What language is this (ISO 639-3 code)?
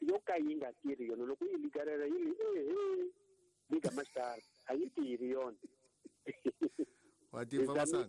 tso